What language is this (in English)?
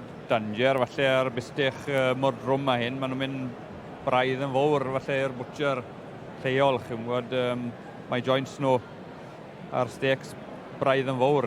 Welsh